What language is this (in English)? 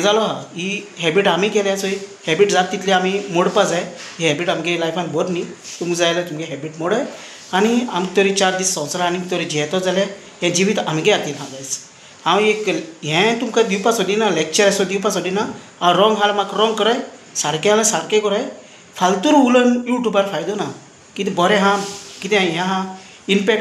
Konkani